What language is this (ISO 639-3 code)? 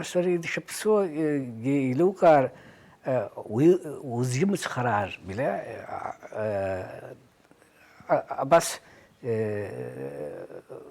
abk